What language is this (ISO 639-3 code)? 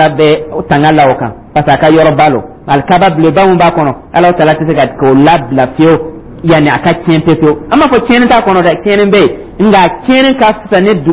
dyu